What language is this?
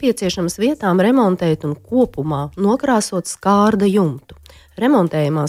Latvian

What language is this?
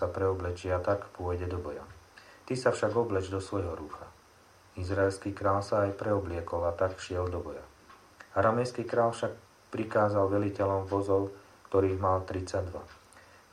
Slovak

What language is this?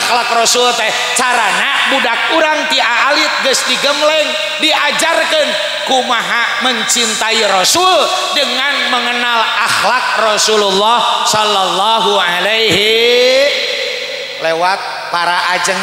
Sundanese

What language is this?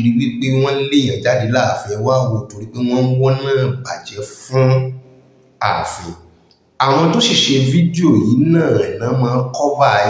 Yoruba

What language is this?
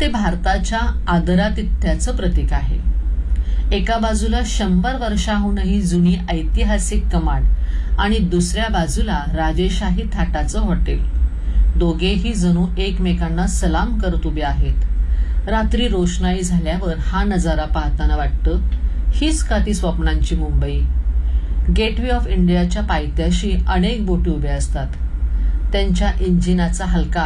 Marathi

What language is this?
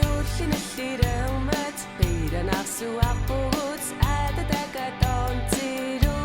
Kalaallisut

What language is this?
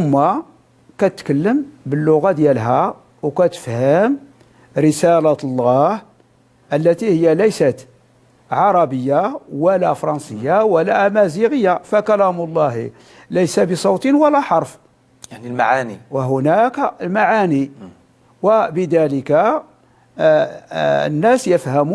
Moroccan Arabic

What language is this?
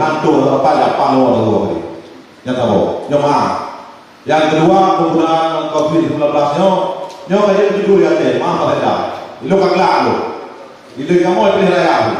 Achinese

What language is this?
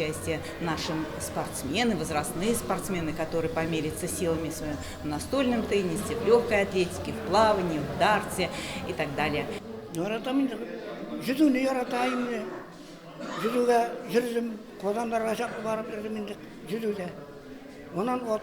Tatar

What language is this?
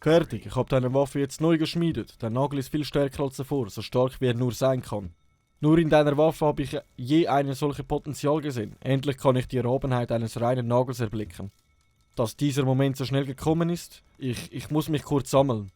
Swiss German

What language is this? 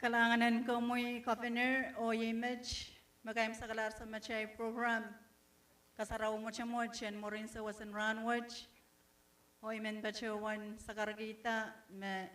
Pohnpeian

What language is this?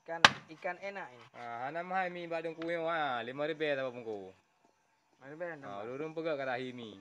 Achinese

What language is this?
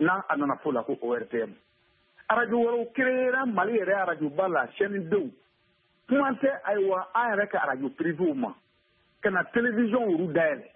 Bambara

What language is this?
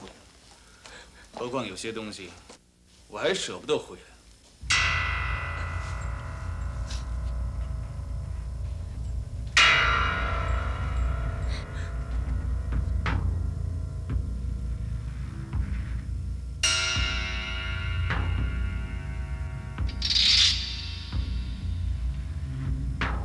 Chinese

